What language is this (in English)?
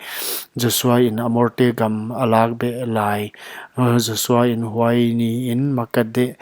Paite Chin